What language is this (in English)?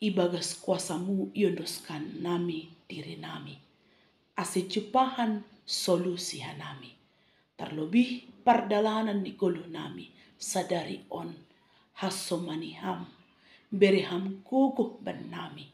Batak Simalungun